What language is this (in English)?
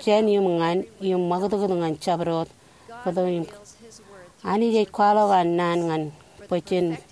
Marshallese